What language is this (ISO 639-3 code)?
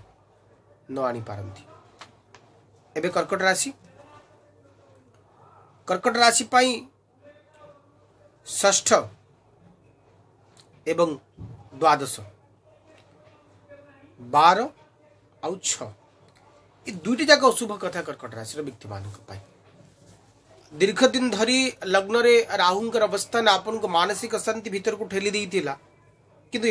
ori